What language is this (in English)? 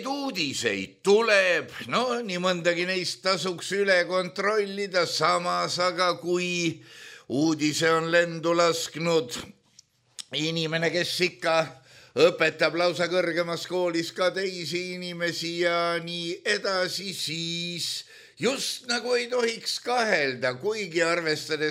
Estonian